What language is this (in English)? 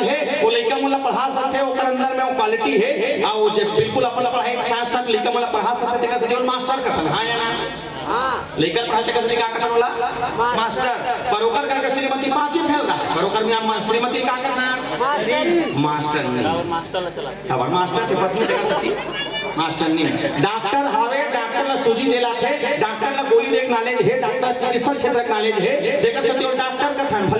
Chhattisgarhi